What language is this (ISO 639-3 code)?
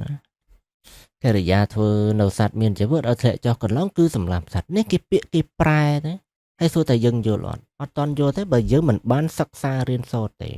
khm